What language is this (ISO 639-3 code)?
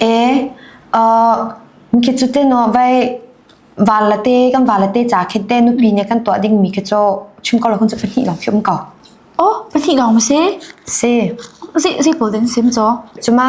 cnh